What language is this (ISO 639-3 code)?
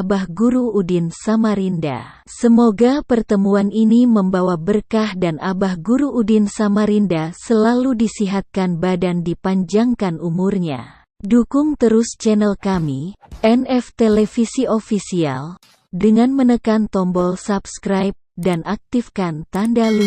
bjn